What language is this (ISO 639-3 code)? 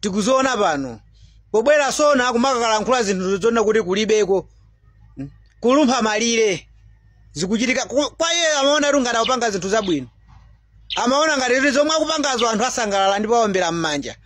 nya